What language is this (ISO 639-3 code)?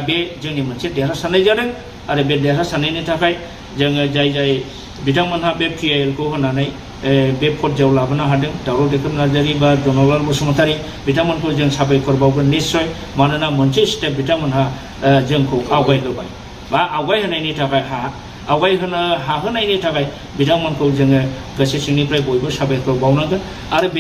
brx